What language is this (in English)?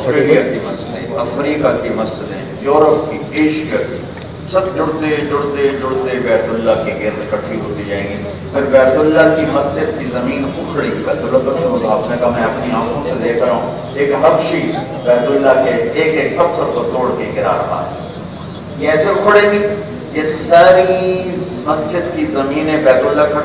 Urdu